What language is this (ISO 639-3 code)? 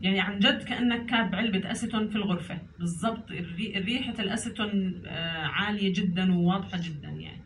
apc